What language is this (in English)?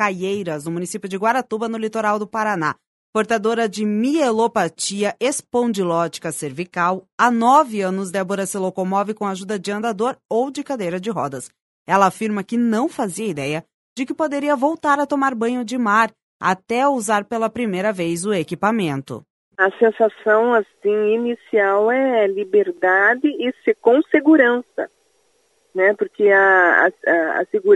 Portuguese